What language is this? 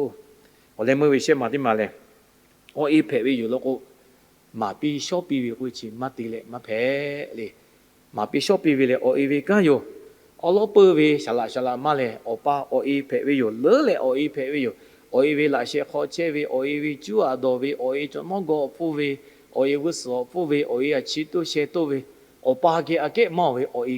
Lahu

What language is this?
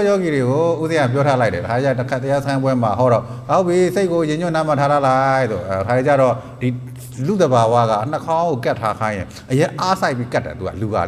Burmese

